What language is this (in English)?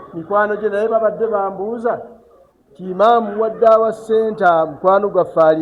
Ganda